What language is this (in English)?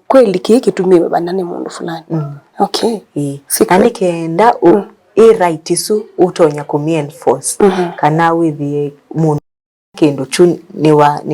Kamba